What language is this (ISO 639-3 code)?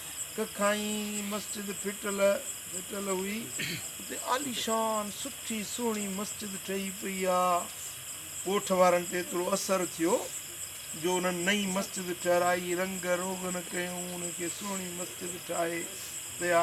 snd